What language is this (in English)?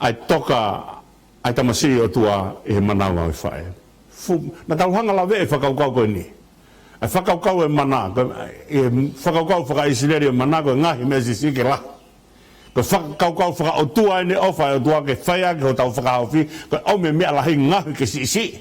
Tongan